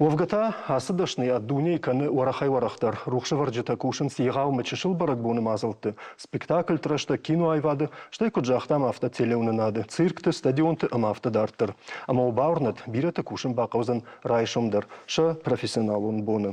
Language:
Ossetic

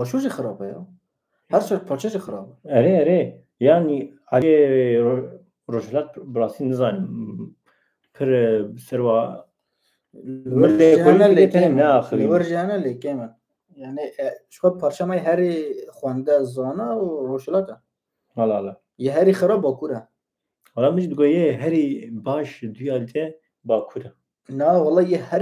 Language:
Kurdish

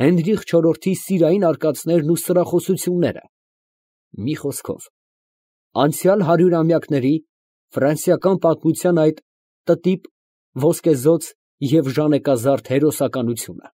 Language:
Armenian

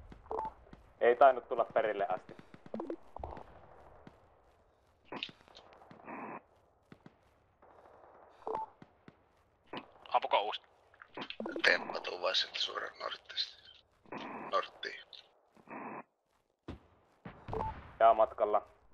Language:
Finnish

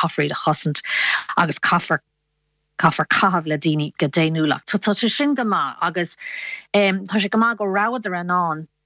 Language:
Irish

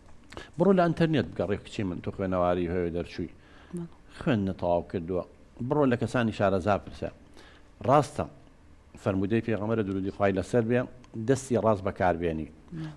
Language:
Central Kurdish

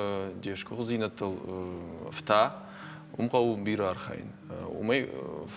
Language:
Ossetic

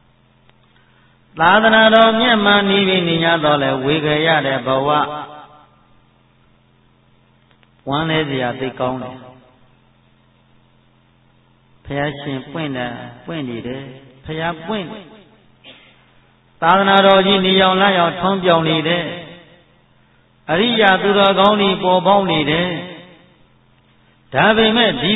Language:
Burmese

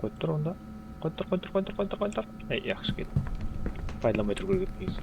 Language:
Kara-Kalpak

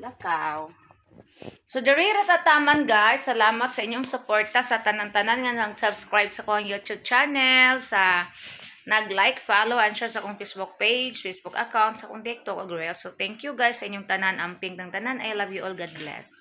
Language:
Cebuano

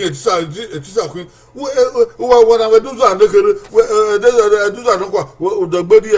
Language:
Bini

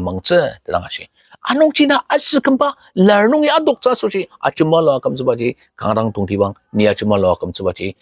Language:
Ao Naga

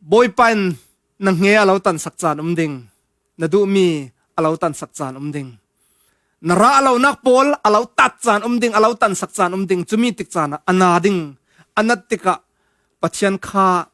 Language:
Falam Chin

